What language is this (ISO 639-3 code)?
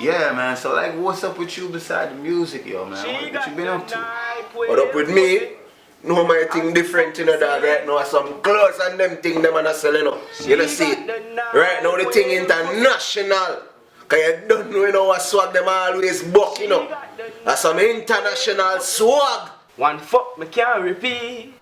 jam